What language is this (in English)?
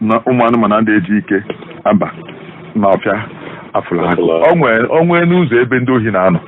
Igbo